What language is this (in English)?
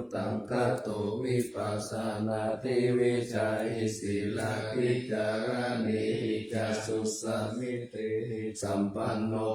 Pali